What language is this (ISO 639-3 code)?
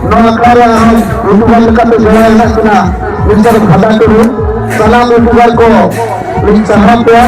sat